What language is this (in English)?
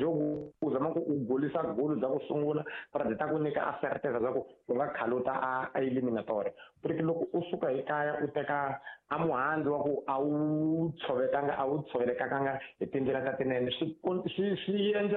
Tsonga